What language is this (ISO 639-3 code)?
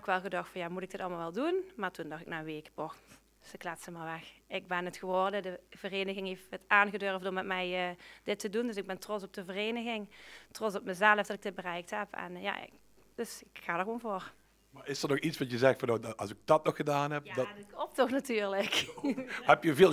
lim